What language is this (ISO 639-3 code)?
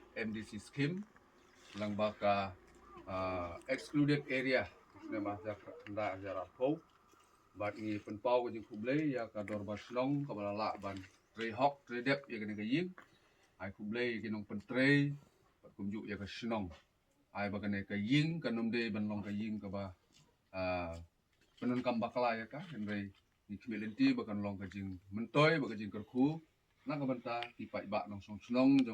kha